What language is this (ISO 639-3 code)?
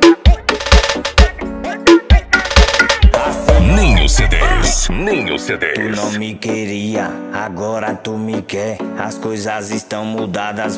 por